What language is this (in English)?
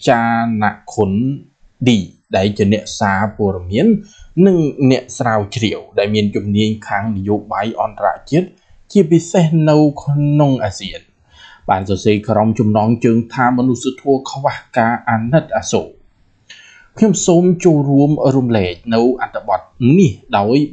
Khmer